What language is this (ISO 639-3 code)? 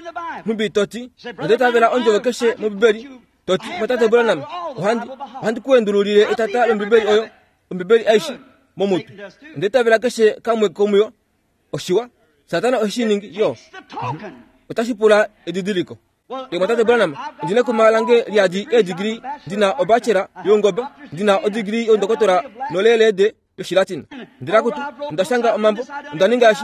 kua